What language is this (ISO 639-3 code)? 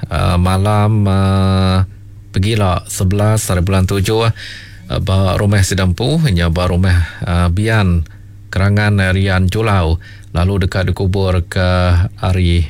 iba